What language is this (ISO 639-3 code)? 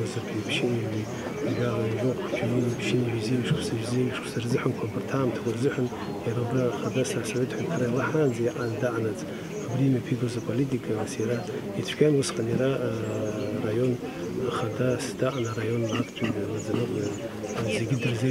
abk